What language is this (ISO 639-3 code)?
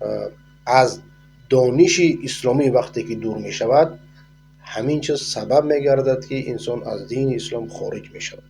fas